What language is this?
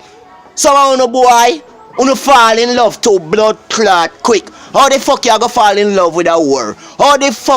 Jamaican Creole English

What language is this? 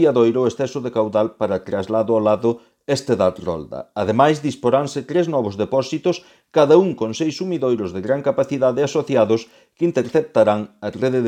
Galician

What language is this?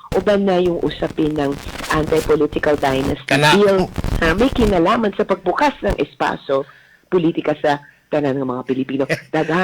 Cebuano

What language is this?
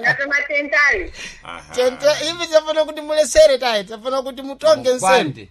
Sena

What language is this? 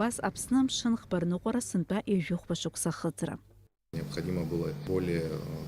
Abkhazian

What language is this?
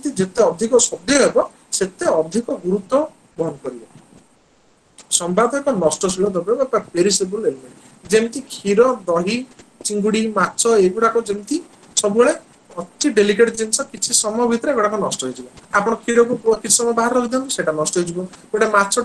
Odia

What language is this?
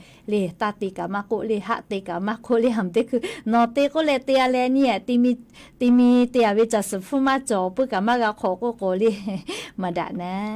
Lahu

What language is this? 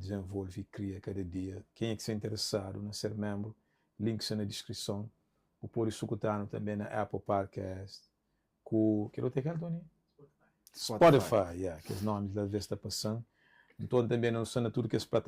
Kabuverdianu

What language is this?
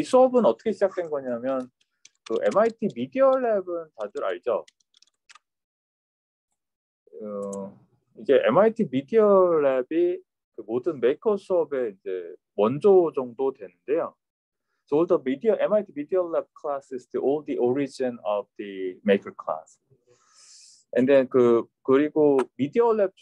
Korean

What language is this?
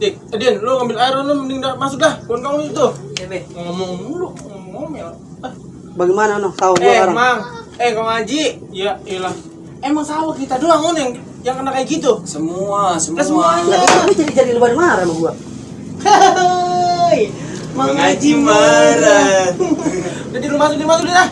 Betawi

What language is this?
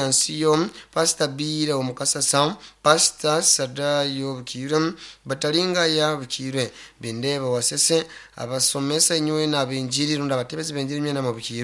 Nyoro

